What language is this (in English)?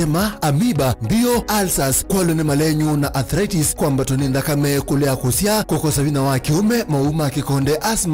Kamba